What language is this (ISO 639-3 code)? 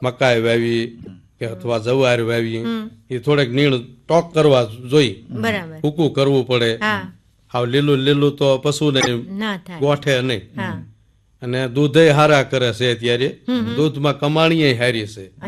guj